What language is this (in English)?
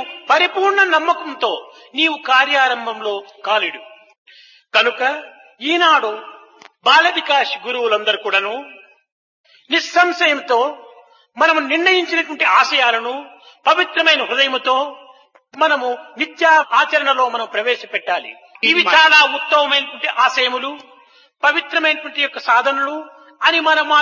Telugu